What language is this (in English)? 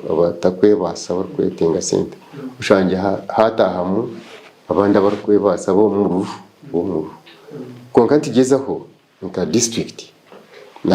Nyankole